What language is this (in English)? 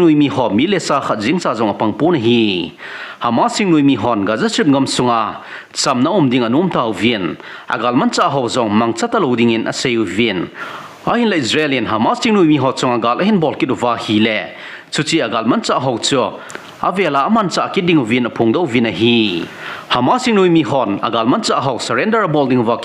Thado Chin